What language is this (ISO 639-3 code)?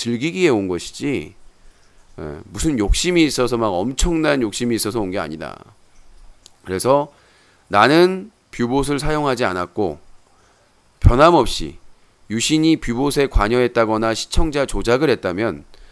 kor